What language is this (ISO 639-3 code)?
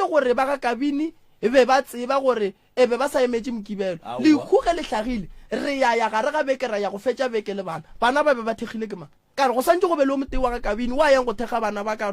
nso